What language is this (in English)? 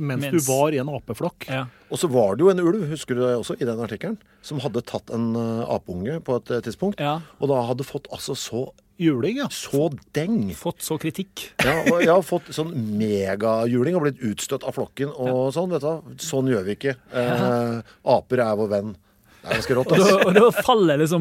Norwegian